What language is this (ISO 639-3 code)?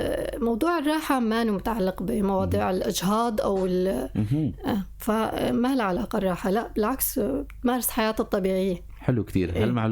apc